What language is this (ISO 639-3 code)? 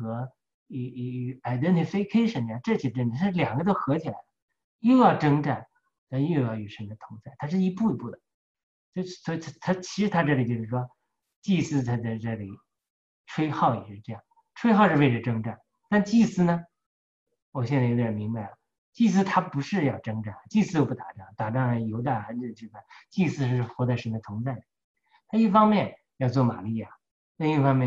zho